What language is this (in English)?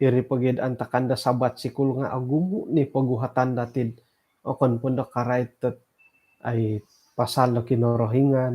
Central Dusun